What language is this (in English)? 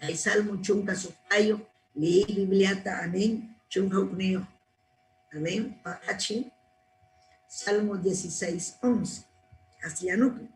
Ayacucho Quechua